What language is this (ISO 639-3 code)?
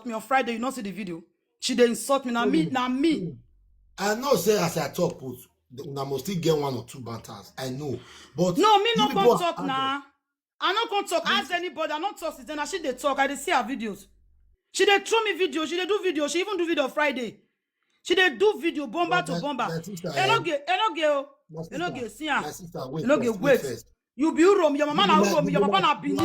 pcm